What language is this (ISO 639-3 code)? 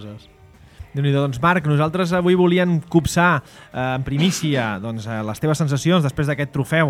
cat